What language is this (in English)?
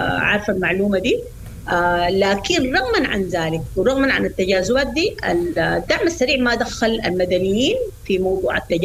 Sudanese Arabic